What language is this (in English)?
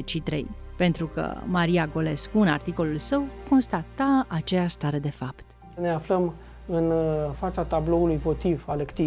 Romanian